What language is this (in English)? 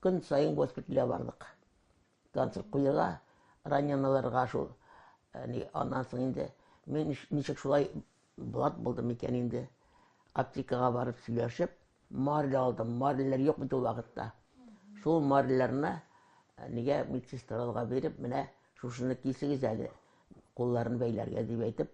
Tatar